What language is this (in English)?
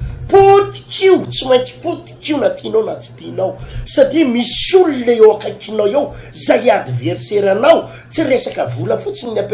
Malagasy